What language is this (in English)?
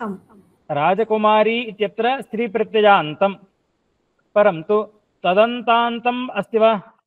Sanskrit